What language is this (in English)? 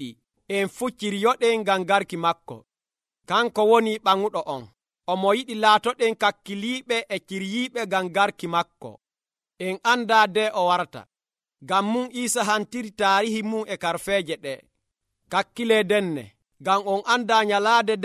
Nigerian Fulfulde